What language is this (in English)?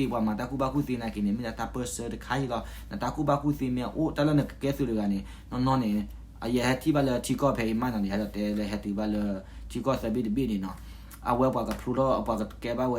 S'gaw Karen